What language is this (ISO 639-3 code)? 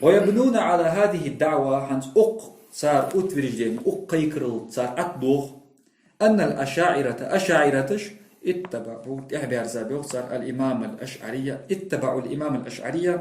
inh